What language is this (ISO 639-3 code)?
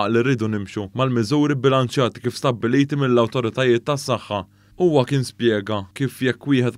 mlt